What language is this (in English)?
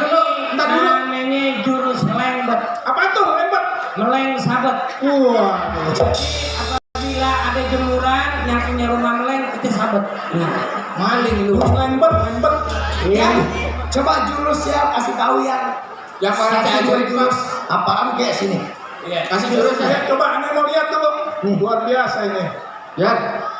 Betawi